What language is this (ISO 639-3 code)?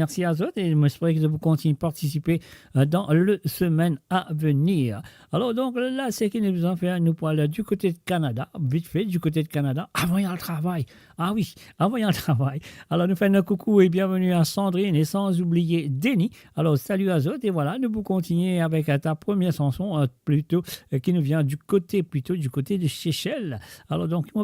mfe